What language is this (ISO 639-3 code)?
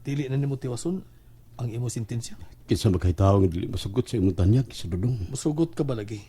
ceb